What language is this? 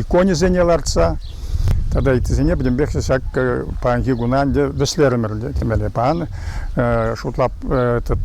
Chuvash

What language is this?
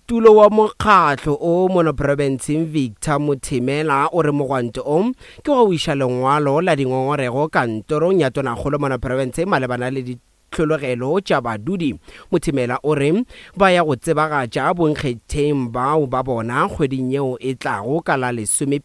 Northern Sotho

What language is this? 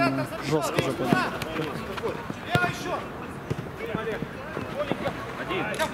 Russian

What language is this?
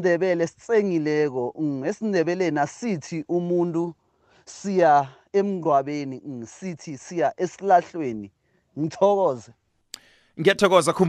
South Ndebele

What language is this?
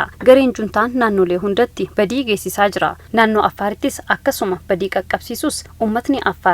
Oromo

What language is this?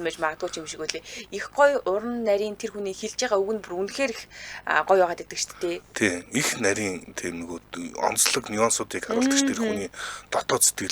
Mongolian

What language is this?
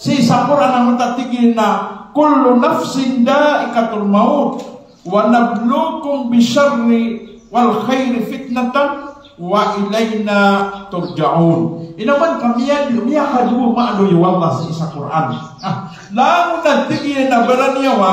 Maranao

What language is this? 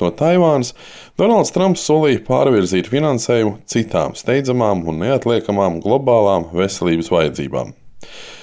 Latvian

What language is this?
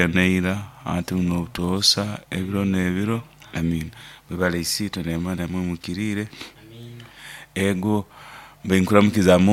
Nyoro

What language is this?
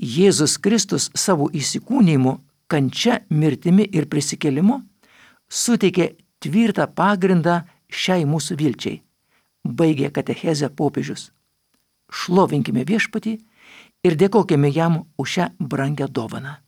Lithuanian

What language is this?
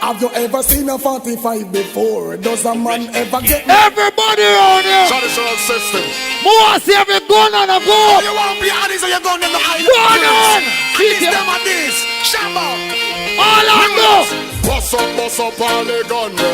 Jamaican Creole English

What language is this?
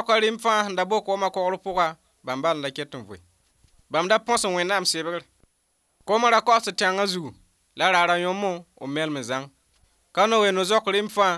Mossi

